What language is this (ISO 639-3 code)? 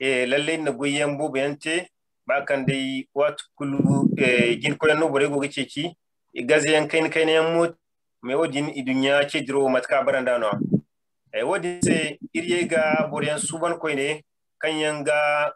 dje